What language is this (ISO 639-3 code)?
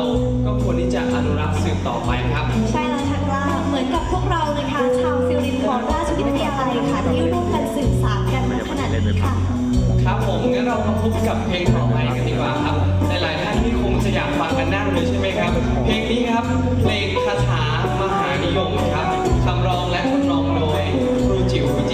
tha